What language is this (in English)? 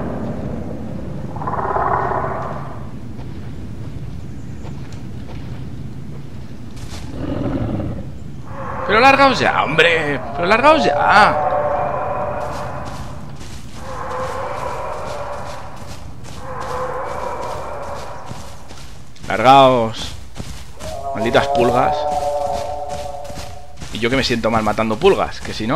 Spanish